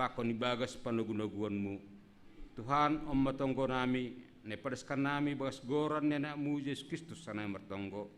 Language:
Batak Simalungun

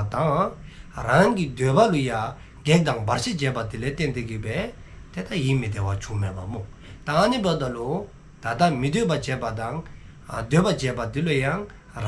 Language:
Dzongkha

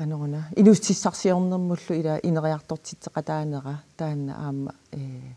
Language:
Kalaallisut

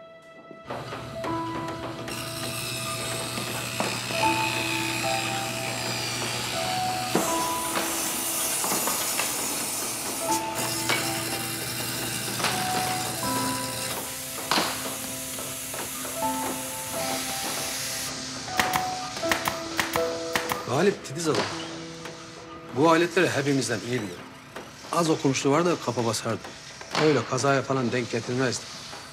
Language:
Turkish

